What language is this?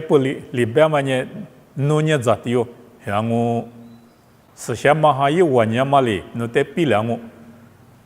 Lisu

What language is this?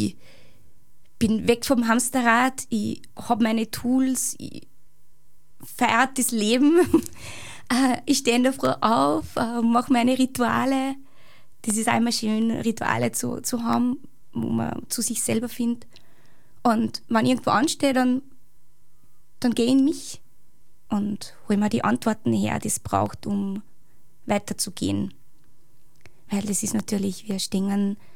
German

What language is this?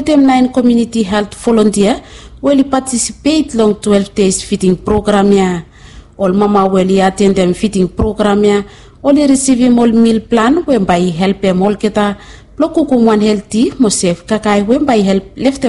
Bislama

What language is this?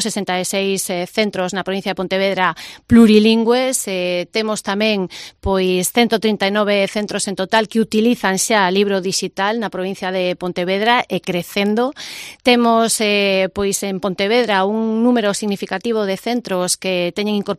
Galician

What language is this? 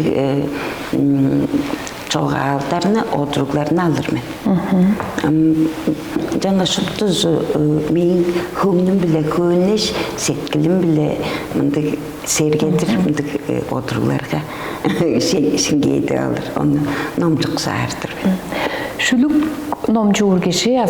Tuvinian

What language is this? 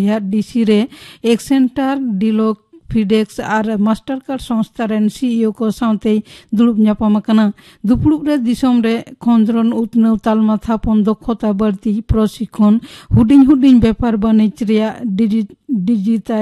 Santali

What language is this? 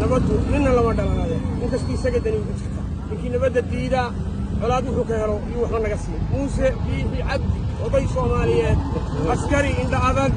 Somali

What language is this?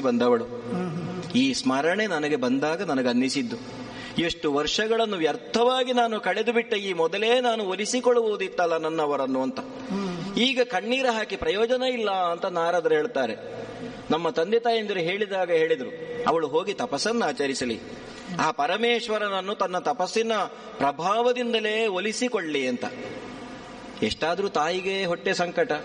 Kannada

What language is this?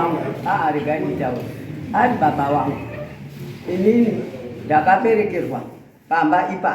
Shona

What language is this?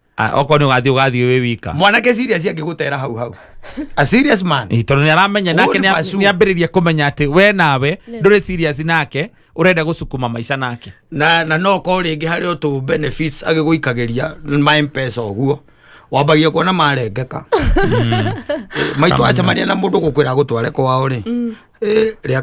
Kikuyu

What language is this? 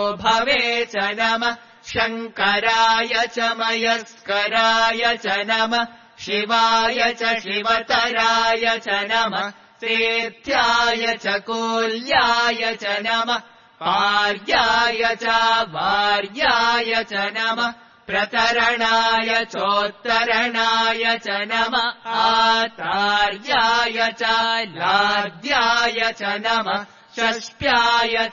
Sanskrit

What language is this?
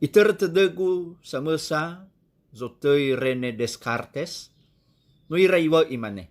Nias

